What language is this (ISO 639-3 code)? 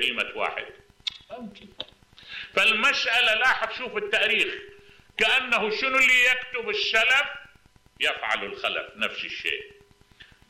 acm